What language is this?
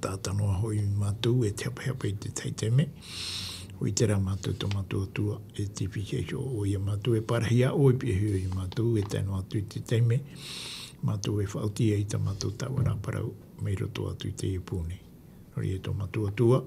Tahitian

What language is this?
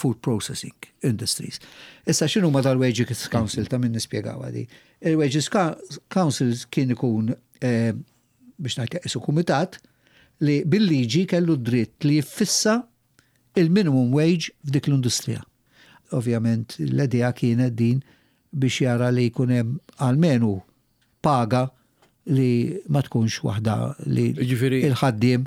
Maltese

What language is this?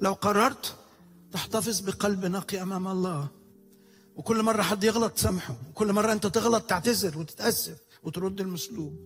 Egyptian Arabic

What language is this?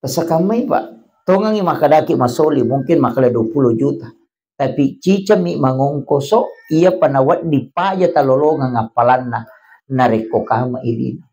Buginese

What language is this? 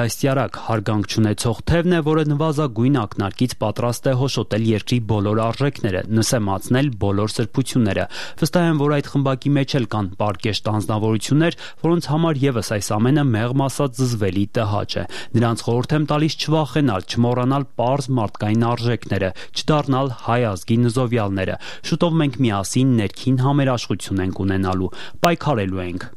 Armenian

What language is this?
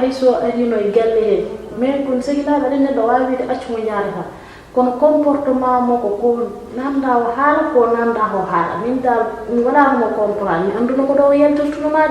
Fula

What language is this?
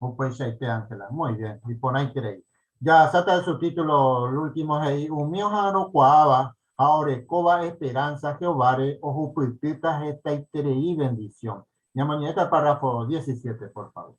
Guarani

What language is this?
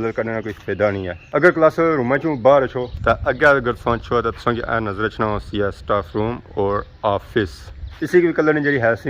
Pahari-Potwari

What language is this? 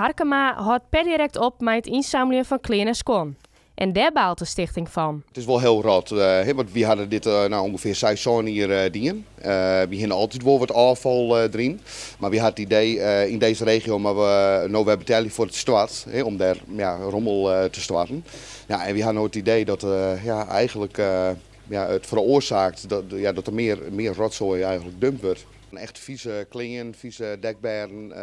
Western Frisian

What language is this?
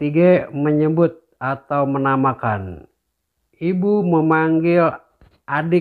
Betawi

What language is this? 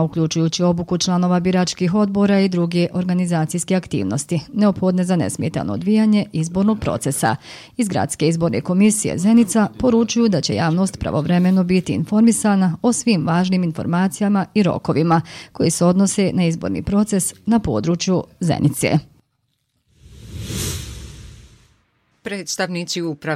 Bosnian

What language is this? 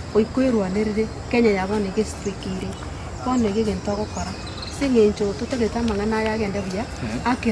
Gusii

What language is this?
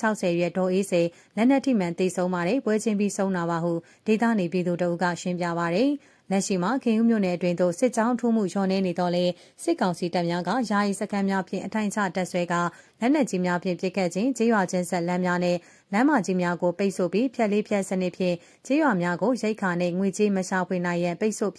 Burmese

